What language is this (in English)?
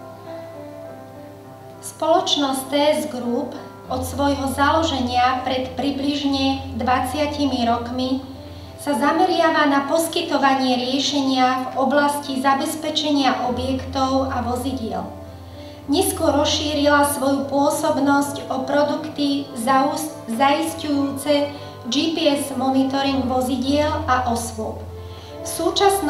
Slovak